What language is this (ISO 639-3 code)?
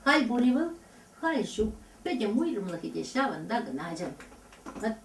chv